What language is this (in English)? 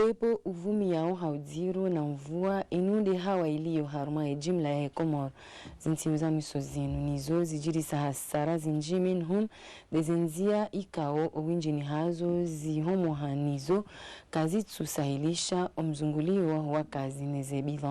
Ngazidja Comorian